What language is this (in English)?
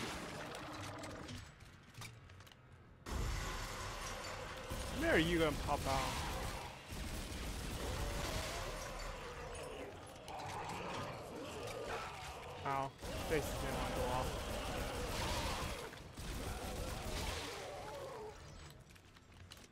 English